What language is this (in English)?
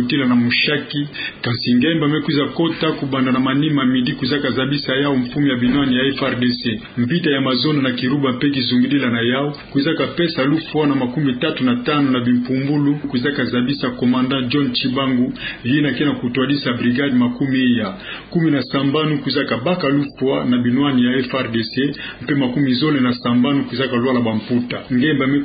Kituba (Democratic Republic of Congo)